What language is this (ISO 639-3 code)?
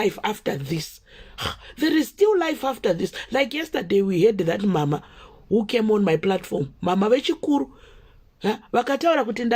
sna